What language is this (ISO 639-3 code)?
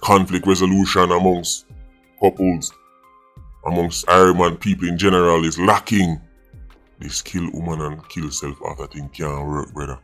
jam